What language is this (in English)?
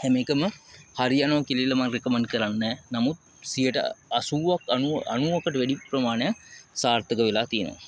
Sinhala